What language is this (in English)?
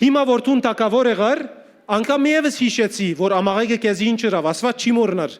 Western Armenian